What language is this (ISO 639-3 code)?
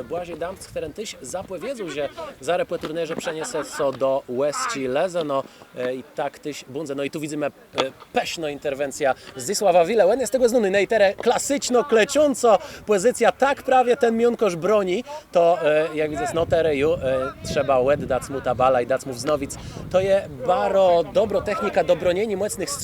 csb